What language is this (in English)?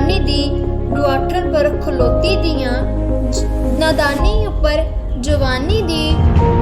Dogri